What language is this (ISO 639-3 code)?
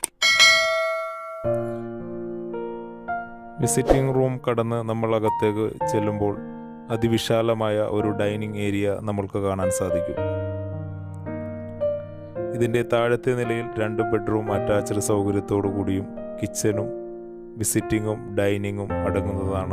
mal